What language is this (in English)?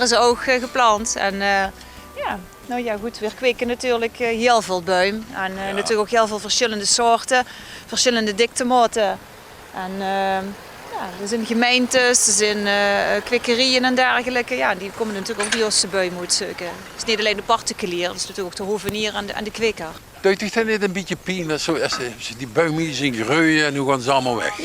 Limburgish